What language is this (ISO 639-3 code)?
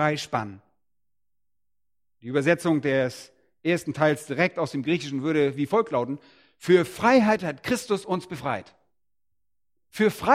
deu